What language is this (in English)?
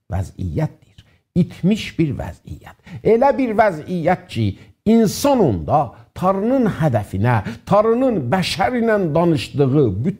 South Azerbaijani